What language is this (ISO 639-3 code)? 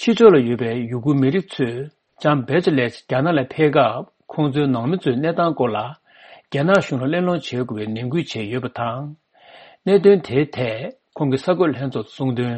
bod